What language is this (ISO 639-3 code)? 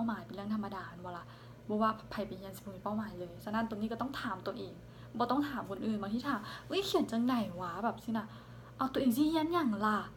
lao